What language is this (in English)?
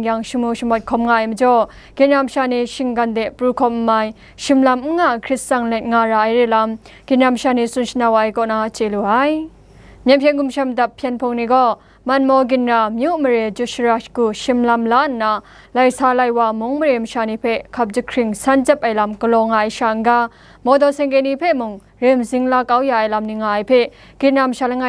Kachin